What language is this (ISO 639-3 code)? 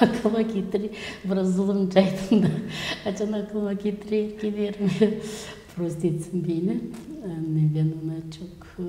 gag